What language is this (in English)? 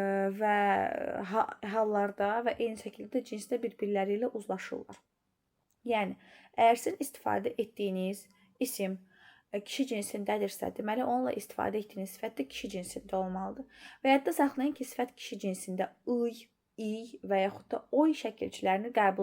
Azerbaijani